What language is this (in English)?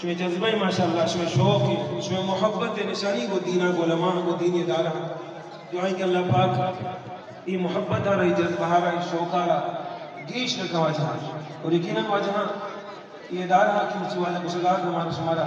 Eastern Balochi